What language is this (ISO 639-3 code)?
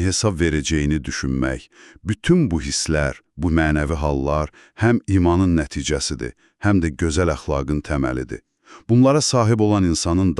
aze